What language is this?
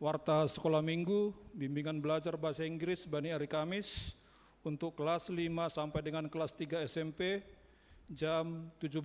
Batak Simalungun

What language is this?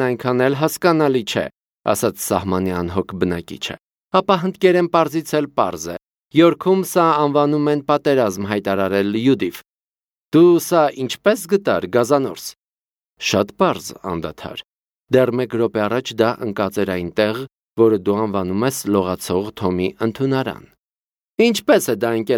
Armenian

